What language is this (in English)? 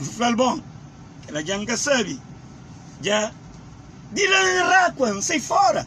Kabuverdianu